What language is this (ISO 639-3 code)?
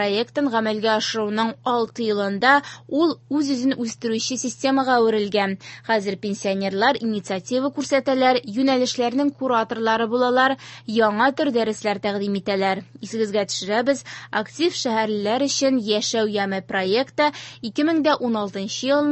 tat